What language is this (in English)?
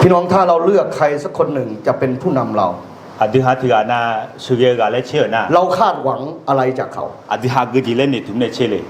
Akha